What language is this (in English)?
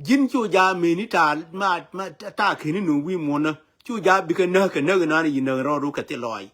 Nuer